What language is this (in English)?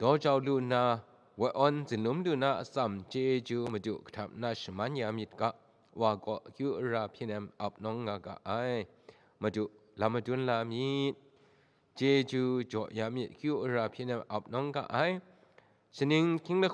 Kachin